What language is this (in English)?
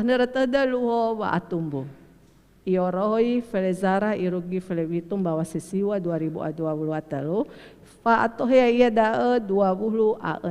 Nias